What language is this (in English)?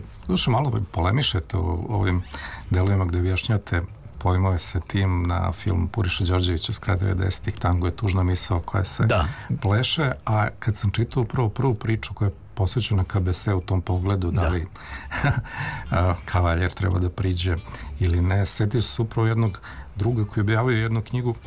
Serbian